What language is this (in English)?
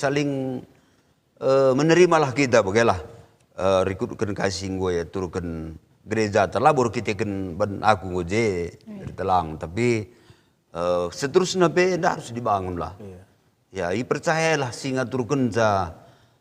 Batak Karo